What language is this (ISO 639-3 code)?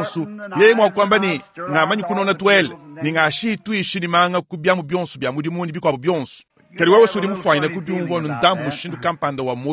lua